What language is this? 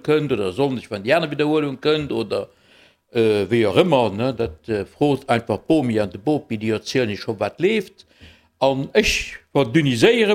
Luxembourgish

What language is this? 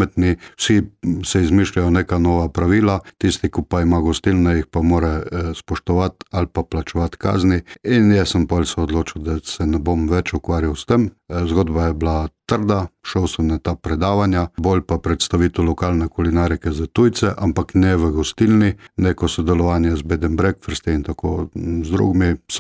Slovenian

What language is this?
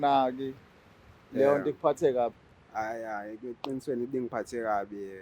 Zulu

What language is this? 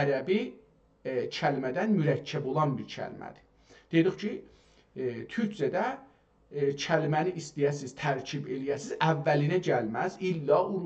South Azerbaijani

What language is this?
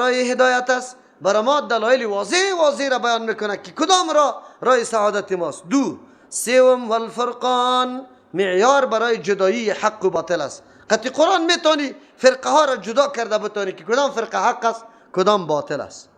Persian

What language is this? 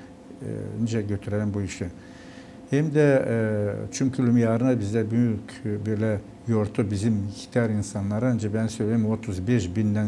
Gagauz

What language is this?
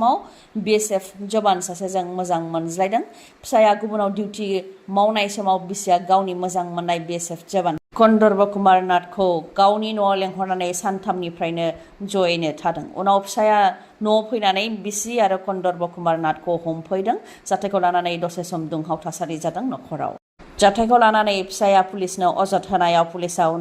Bodo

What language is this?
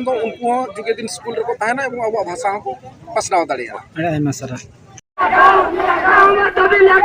Santali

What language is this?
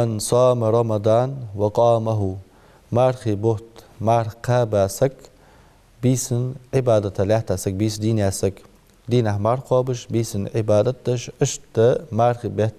Ingush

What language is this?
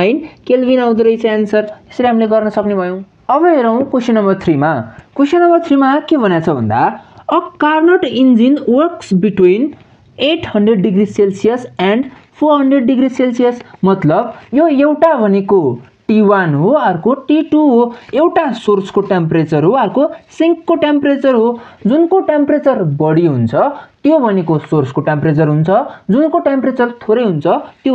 Nepali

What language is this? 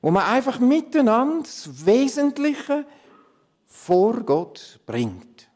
Swiss German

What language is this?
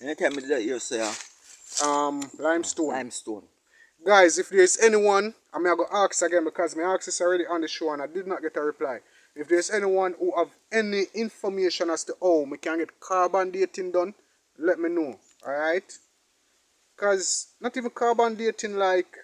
Jamaican Creole English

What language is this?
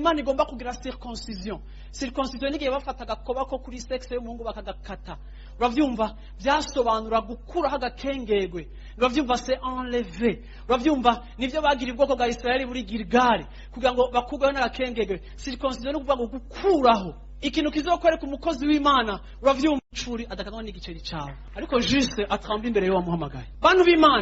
Rundi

